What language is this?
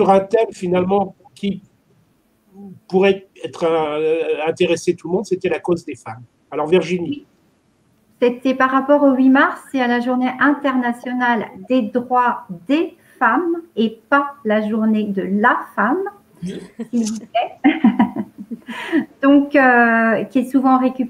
French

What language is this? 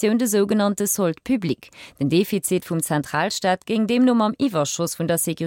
Luxembourgish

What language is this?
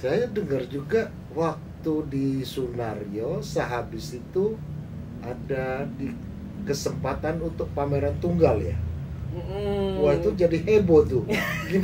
Indonesian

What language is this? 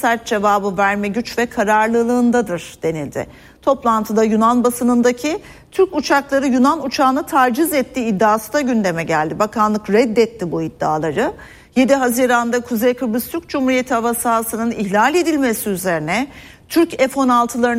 Turkish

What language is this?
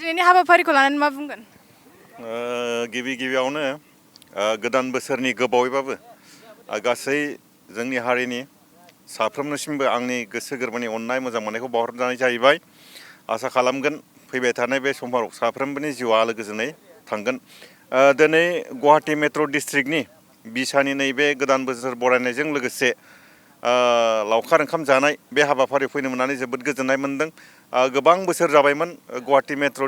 Bodo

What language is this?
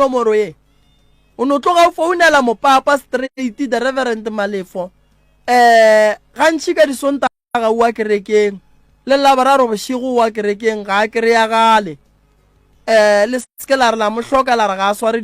Northern Sotho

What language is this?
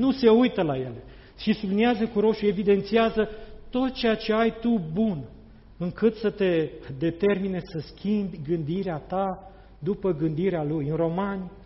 Romanian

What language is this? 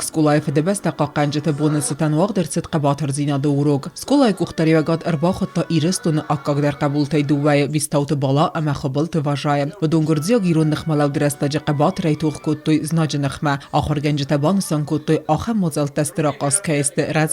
Ossetic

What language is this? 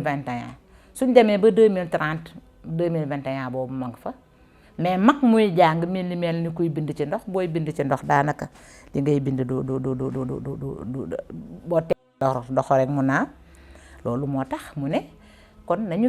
Wolof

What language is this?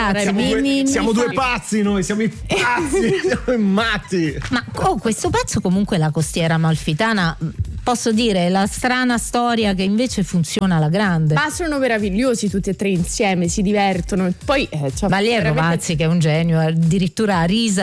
Italian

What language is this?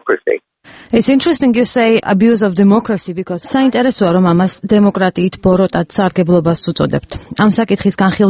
Georgian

